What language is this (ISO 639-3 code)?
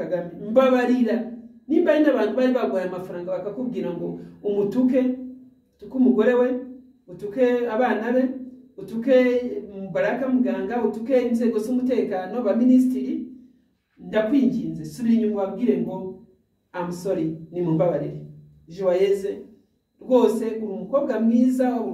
kin